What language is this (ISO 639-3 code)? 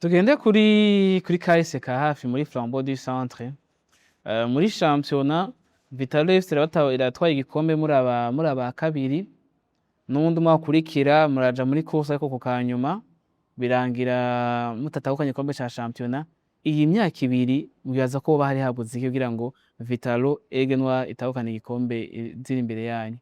run